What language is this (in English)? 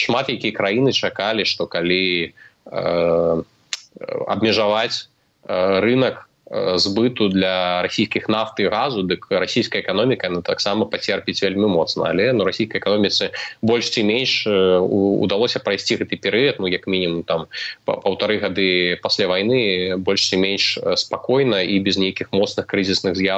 Belarusian